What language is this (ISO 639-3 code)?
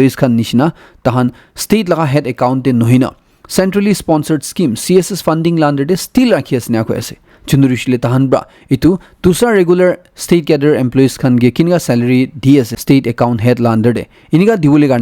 nag